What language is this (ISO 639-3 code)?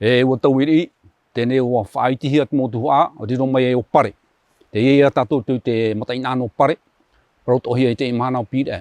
tah